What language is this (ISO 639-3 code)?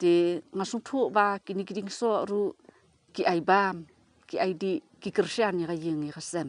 kha